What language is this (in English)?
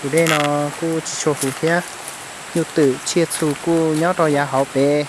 Hmong